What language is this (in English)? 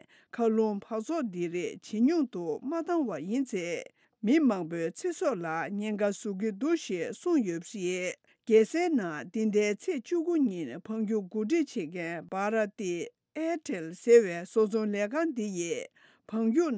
Tibetan